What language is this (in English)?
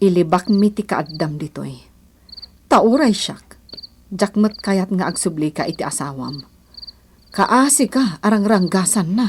Iloko